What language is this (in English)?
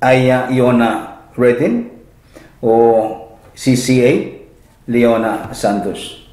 Pohnpeian